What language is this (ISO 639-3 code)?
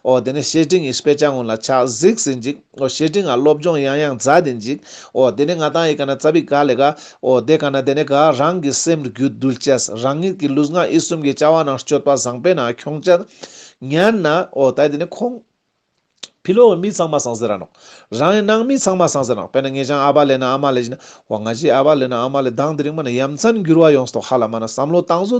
lbj